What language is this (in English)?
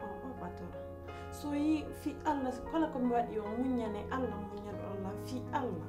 Pular